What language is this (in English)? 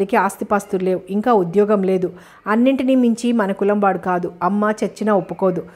Telugu